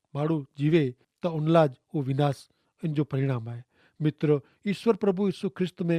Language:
Kachhi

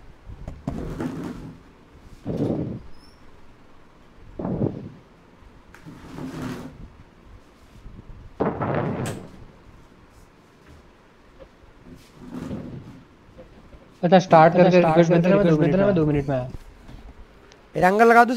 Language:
Hindi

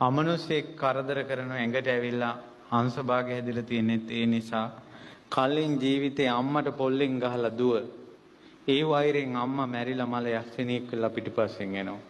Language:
Sinhala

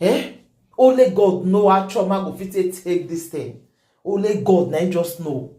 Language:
Nigerian Pidgin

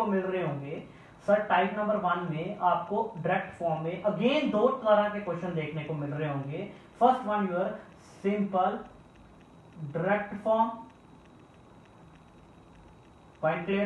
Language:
Hindi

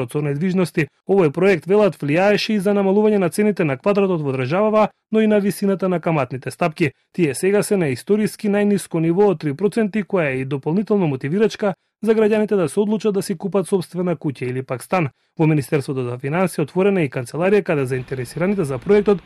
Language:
Macedonian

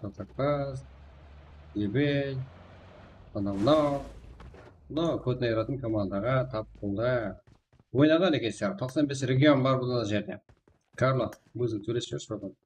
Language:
Kara-Kalpak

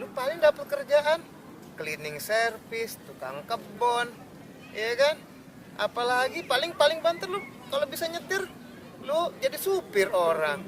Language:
Betawi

